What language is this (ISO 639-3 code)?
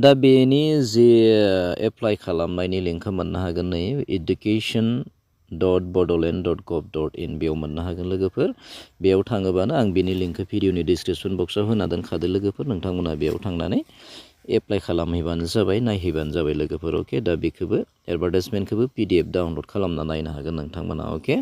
brx